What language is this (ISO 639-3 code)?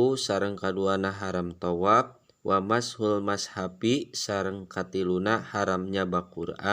sun